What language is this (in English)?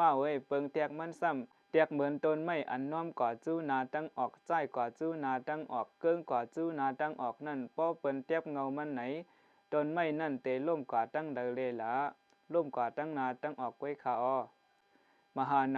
Shan